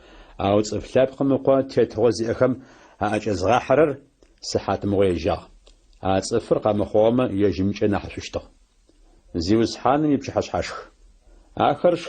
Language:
Adyghe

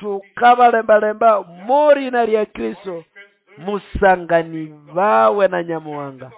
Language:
Nande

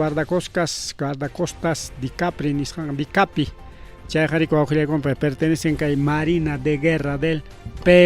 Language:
Ayacucho Quechua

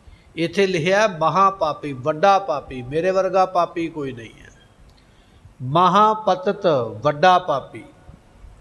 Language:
Punjabi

